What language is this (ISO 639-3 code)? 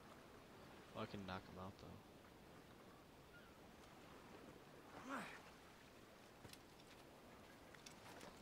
eng